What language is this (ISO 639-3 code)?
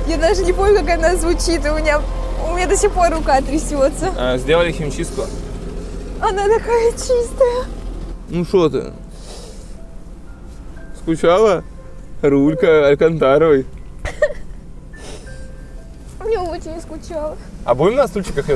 rus